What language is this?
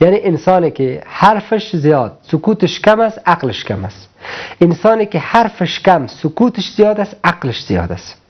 Persian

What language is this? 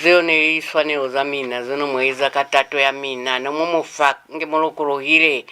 Lozi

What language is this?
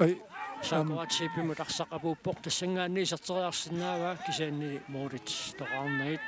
Kalaallisut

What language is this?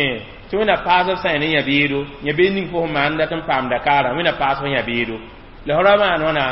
Mossi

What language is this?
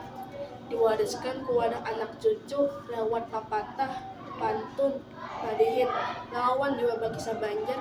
Banjar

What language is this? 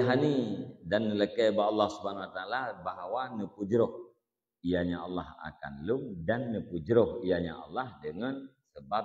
Achinese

